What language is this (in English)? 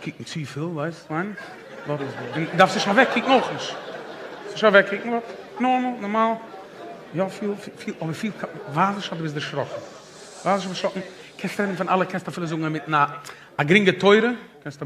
Yiddish